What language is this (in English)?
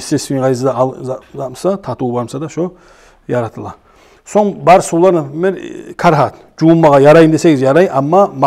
Kumyk